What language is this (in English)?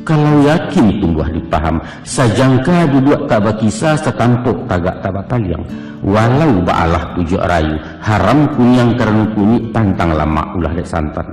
Minangkabau